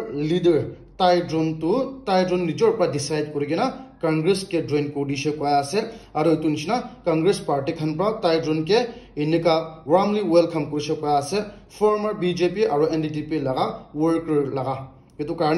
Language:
Naga Pidgin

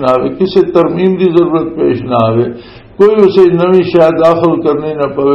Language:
Western Panjabi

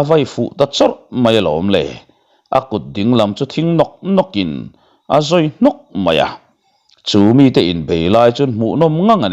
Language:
Mizo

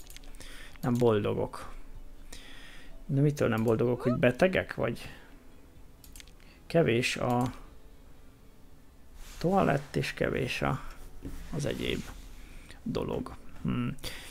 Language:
Hungarian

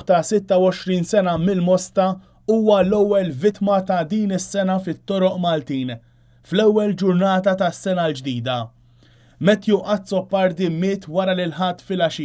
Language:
Maltese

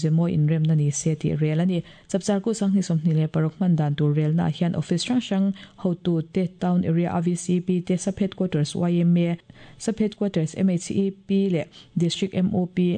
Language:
Mizo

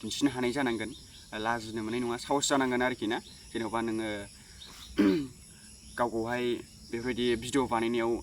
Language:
Bodo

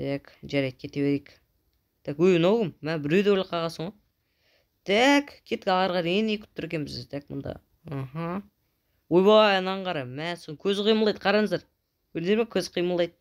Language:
Kazakh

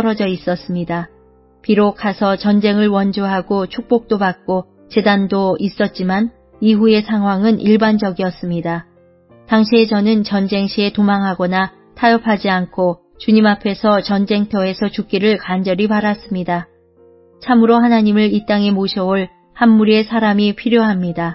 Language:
Korean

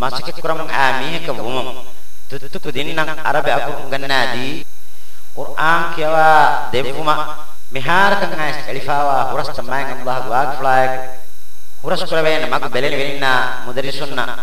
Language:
Divehi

